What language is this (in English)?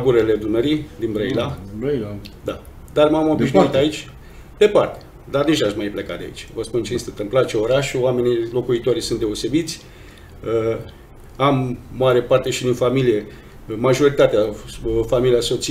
Romanian